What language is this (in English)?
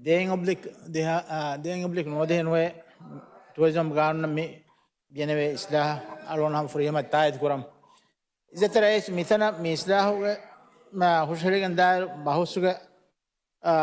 Divehi